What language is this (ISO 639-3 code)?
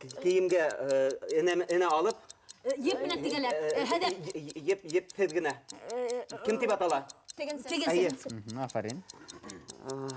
bak